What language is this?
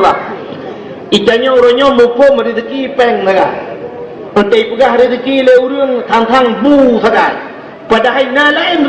Achinese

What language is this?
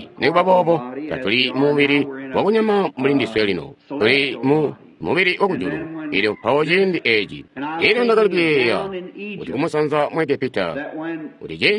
Tonga (Zambia)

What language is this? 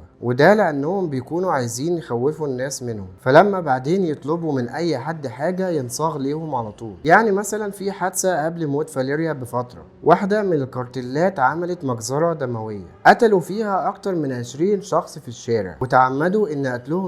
Egyptian Arabic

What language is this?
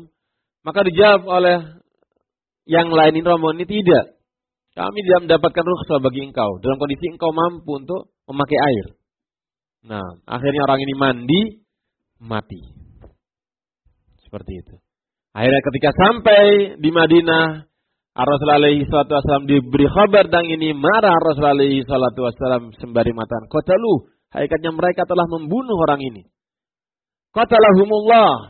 Indonesian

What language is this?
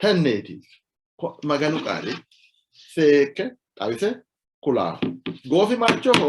Sidamo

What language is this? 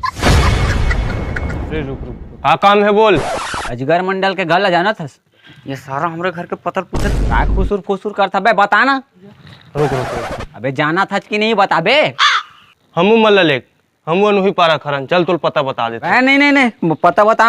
Chhattisgarhi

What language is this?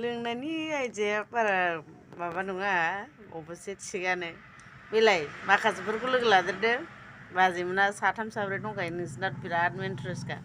Bodo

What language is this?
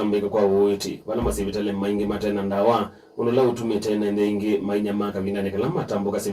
Kamba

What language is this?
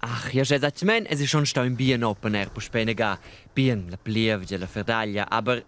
Romansh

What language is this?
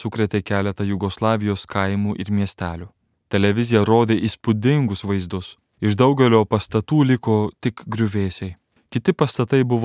Lithuanian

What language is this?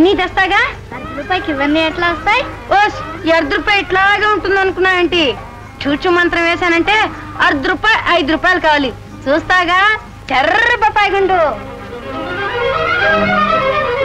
Telugu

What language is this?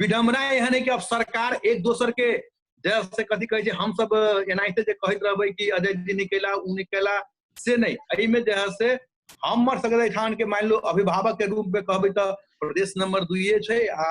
Maithili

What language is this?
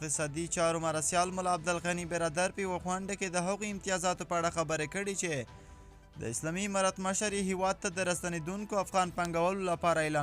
Pashto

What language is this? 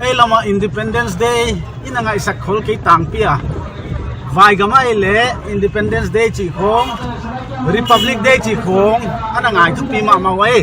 Paite Chin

